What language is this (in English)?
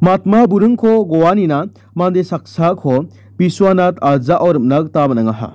Garo